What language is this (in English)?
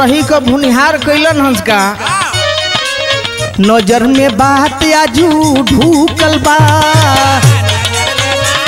Bhojpuri